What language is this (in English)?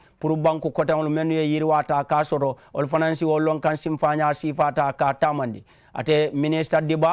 Mandingo